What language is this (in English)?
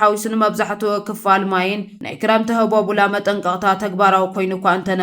Tigrinya